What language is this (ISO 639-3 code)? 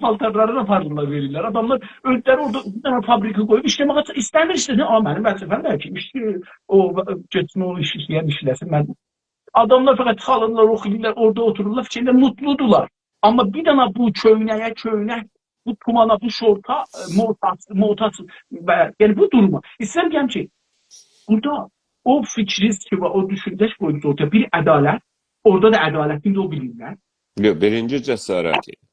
azb